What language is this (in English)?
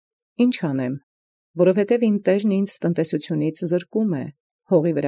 Armenian